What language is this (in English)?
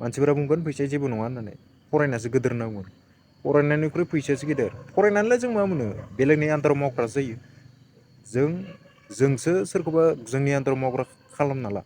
Bodo